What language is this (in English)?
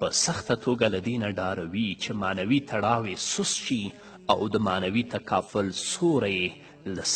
Pashto